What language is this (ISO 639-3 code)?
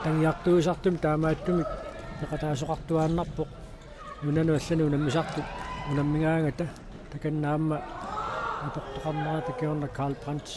kal